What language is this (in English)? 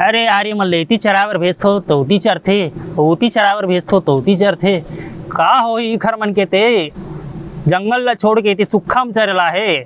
Chhattisgarhi